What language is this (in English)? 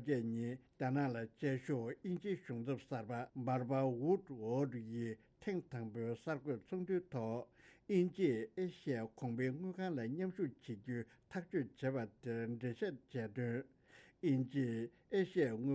Tibetan